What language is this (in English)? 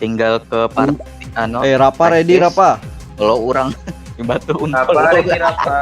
Banjar